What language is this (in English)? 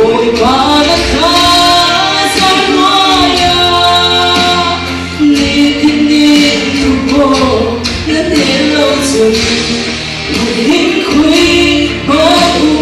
Falam Chin